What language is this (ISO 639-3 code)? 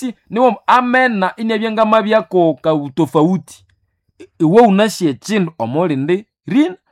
nnb